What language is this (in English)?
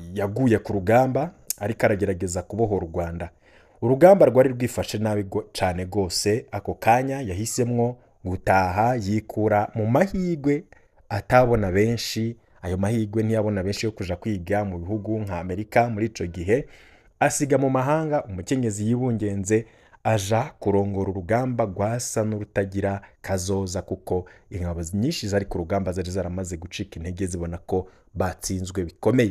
Rundi